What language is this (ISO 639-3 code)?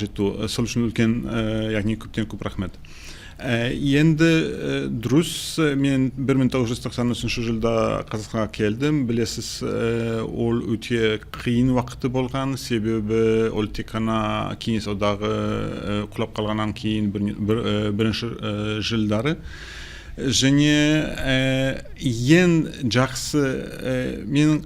kaz